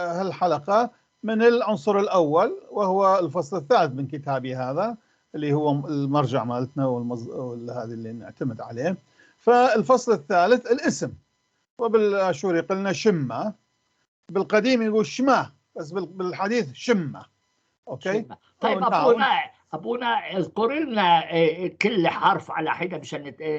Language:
North Levantine Arabic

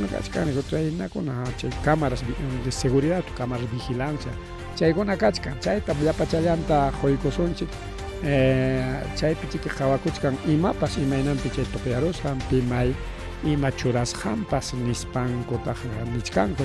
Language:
Ayacucho Quechua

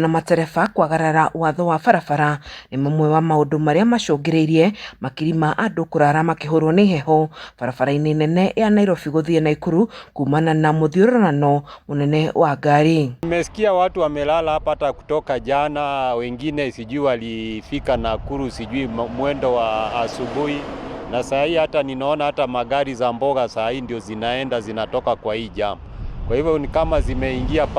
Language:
Kikuyu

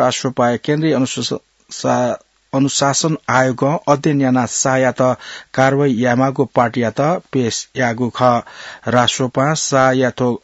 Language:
Newari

